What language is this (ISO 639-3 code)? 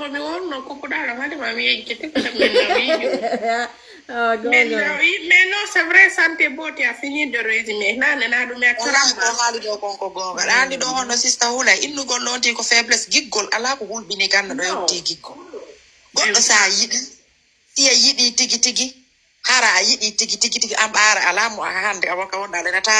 ful